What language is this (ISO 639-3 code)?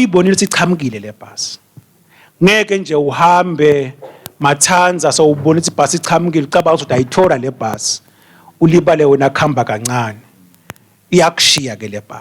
ssw